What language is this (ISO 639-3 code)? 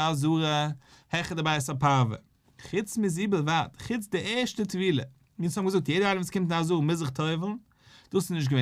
yid